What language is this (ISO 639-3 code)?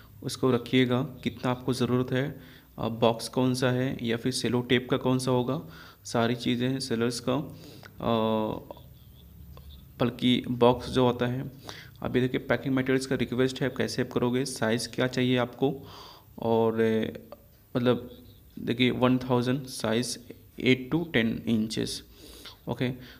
hin